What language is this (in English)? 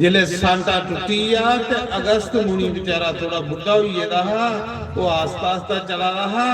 Dogri